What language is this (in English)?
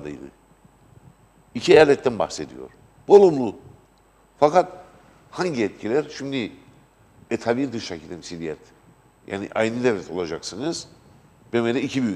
Turkish